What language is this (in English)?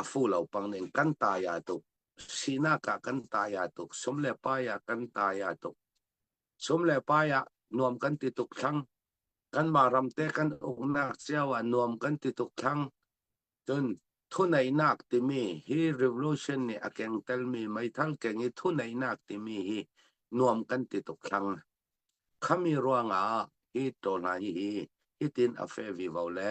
Falam Chin